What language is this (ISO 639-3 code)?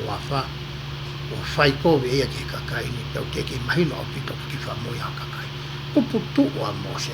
ton